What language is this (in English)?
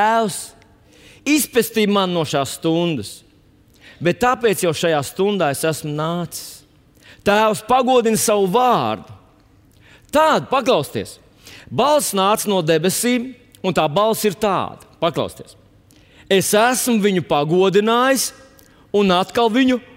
Latvian